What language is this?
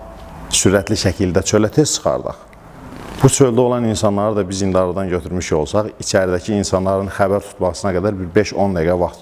Azerbaijani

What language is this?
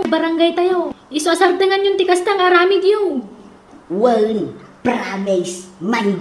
Iloko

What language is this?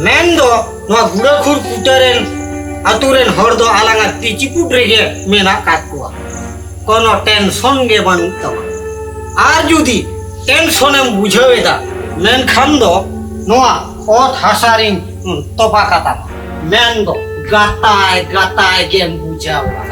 Santali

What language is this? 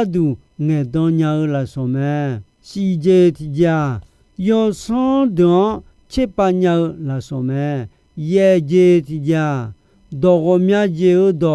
Akha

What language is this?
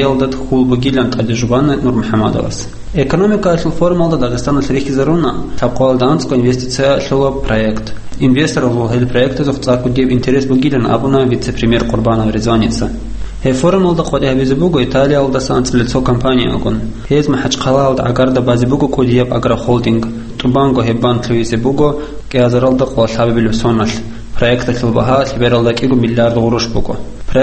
Avaric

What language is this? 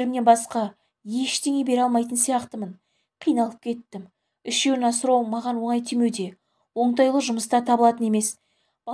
Kazakh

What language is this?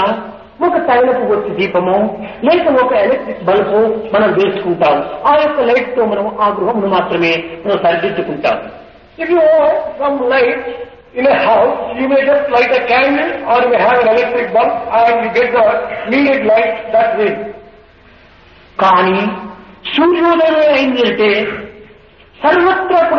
Telugu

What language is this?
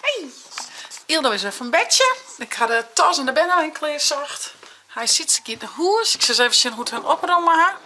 Western Frisian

